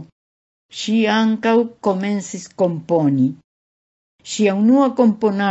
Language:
Esperanto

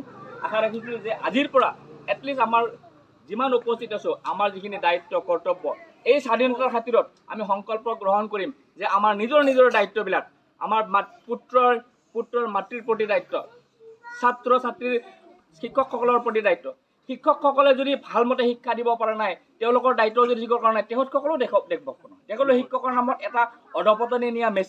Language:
Assamese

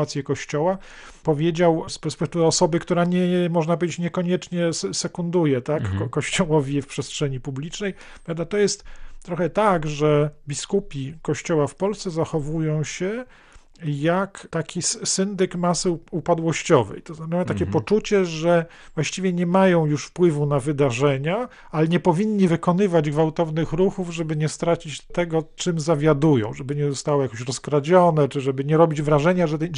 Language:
Polish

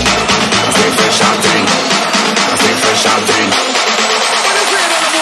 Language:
English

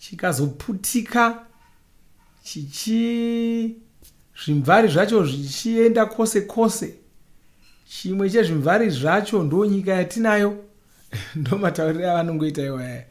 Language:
Shona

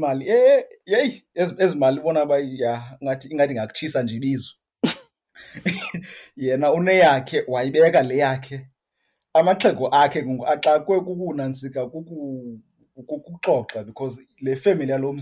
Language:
Xhosa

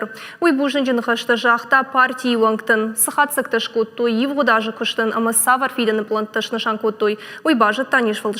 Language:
Ossetic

